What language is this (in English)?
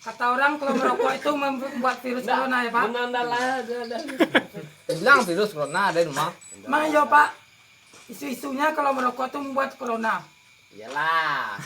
Minangkabau